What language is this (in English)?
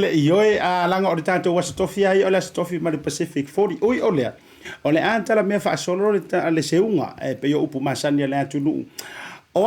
Samoan